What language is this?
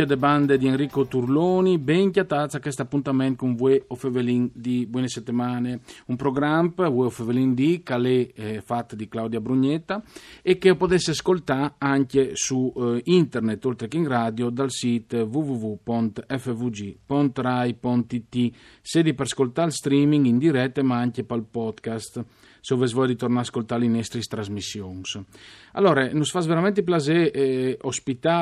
Friulian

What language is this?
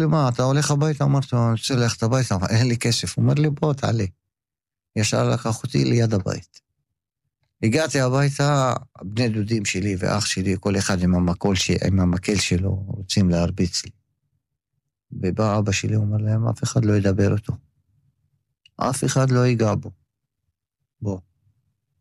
Hebrew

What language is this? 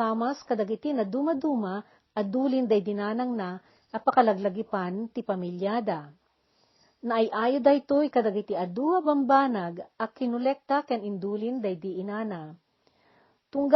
Iloko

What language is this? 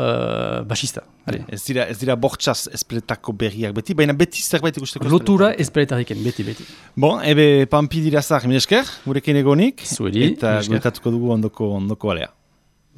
Basque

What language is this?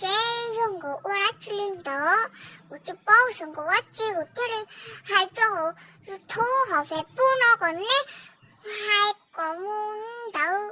Hmong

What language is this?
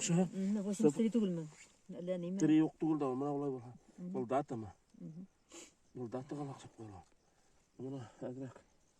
Bashkir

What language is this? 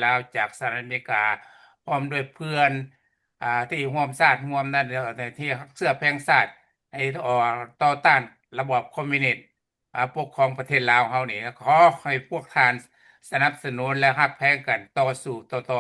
Lao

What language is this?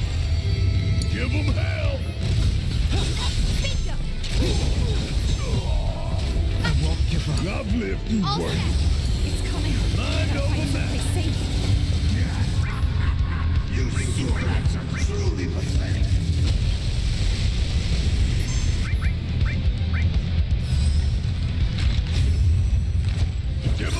English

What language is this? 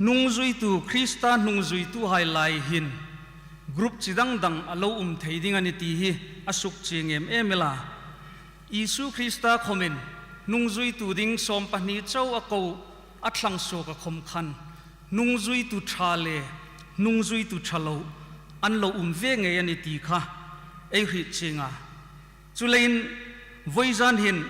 Hmar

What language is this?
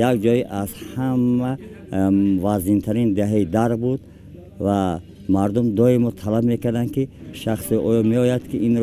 Tajik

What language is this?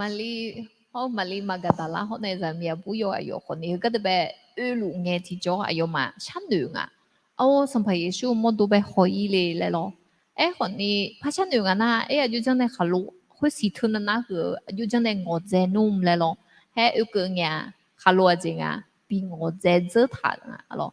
Akha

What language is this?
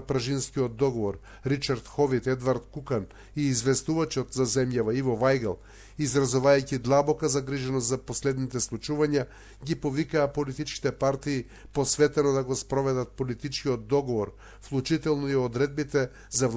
Macedonian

